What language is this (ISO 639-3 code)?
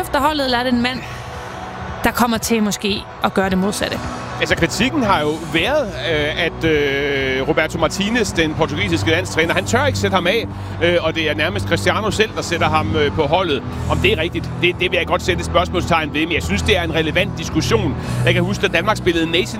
dan